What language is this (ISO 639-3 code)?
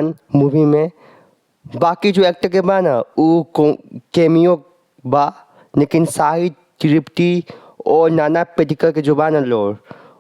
bho